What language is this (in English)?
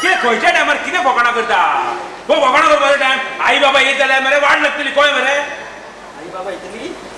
Konkani